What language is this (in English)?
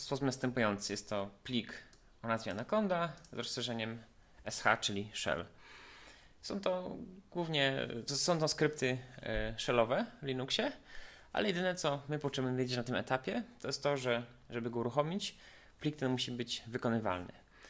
Polish